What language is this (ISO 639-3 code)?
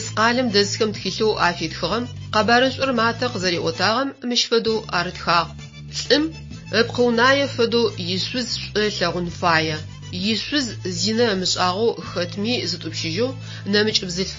ady